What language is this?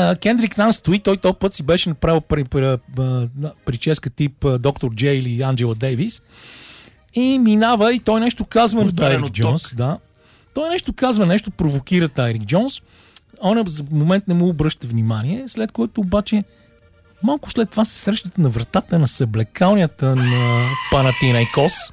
Bulgarian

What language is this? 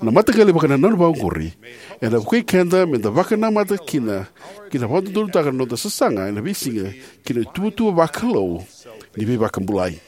Fijian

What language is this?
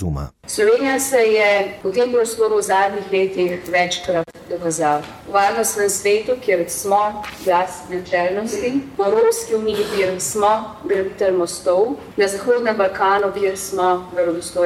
Slovenian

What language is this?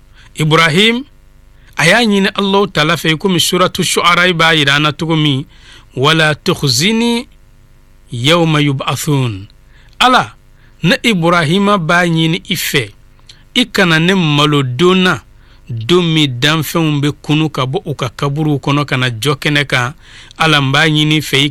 Bambara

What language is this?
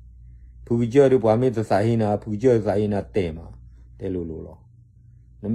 S'gaw Karen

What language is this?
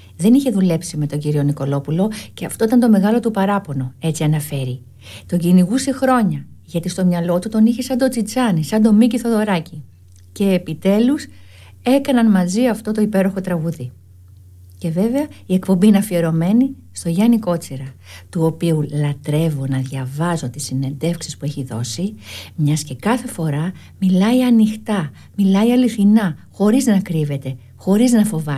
Greek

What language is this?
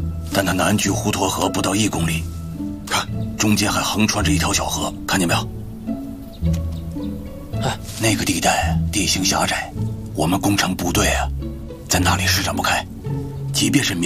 Chinese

